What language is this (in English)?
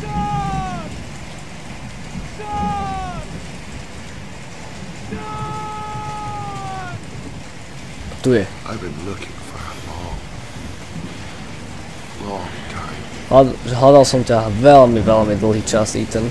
Slovak